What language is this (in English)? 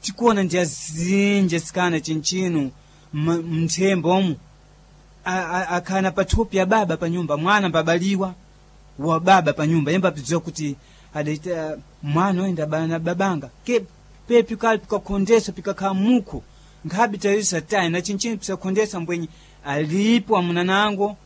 Sena